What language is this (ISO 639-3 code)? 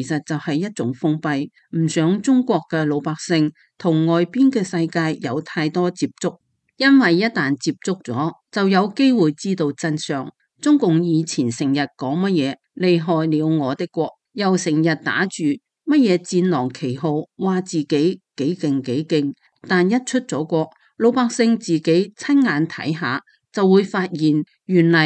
yue